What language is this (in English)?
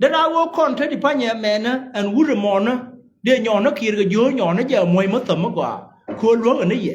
Nuer